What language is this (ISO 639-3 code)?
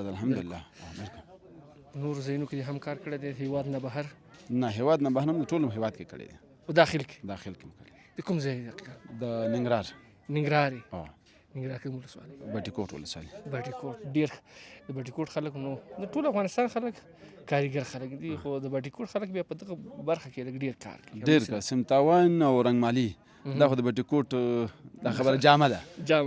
pus